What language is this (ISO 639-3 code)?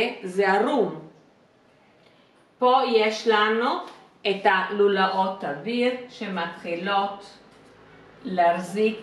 heb